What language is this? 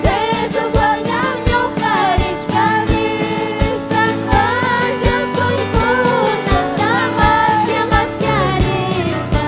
Ayacucho Quechua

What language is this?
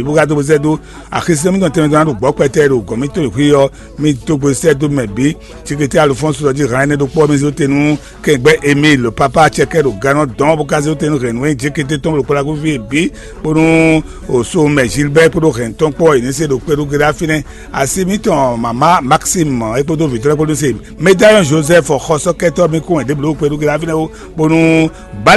Fon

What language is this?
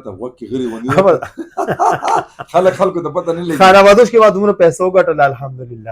Pashto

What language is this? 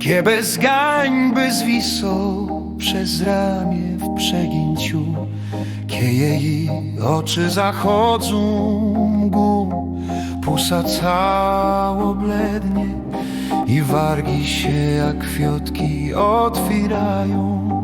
Silesian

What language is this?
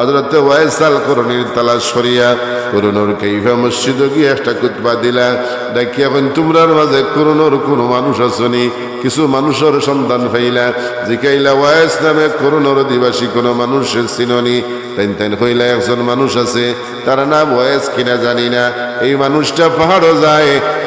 Sylheti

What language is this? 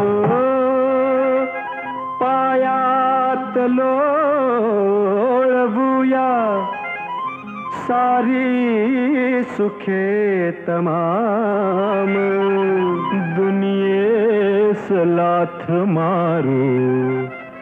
Marathi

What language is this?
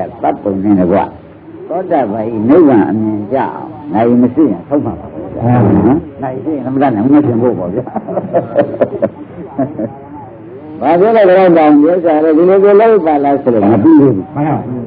Burmese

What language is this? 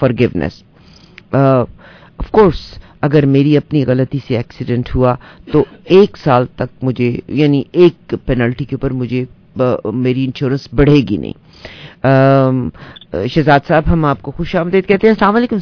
Urdu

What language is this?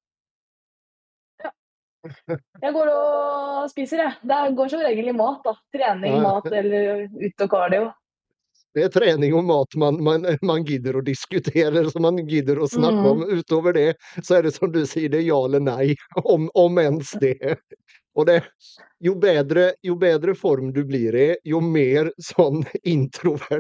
Norwegian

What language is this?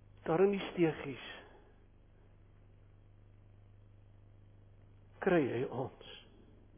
Afrikaans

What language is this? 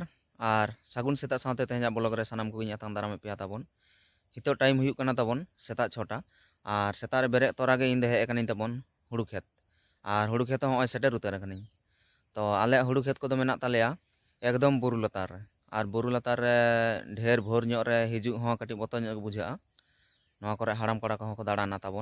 Santali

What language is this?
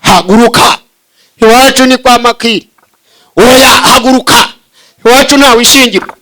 Kinyarwanda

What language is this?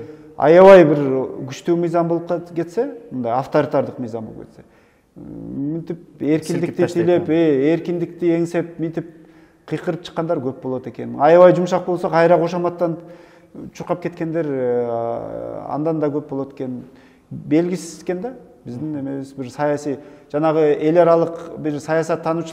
Kyrgyz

